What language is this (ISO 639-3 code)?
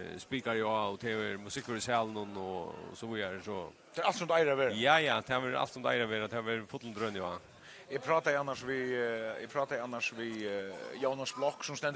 fao